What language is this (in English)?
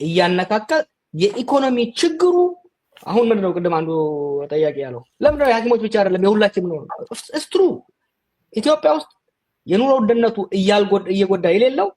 Amharic